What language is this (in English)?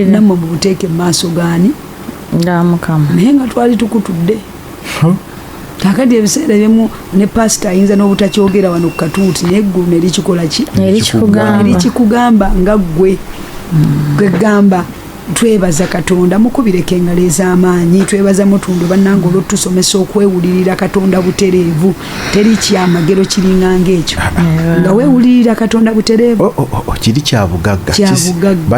Ganda